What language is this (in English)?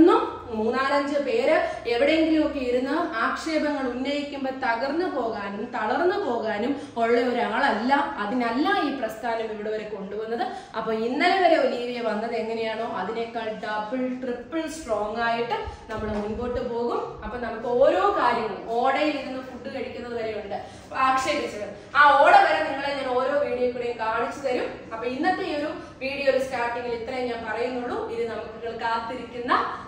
Malayalam